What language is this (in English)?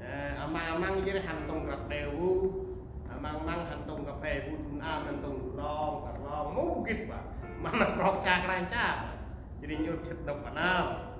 Central Mnong